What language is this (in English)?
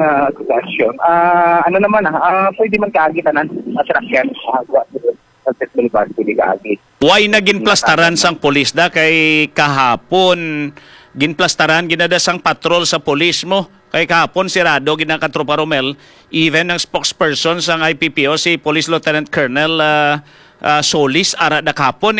Hiligaynon